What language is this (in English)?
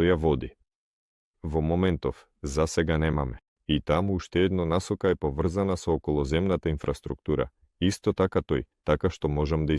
Macedonian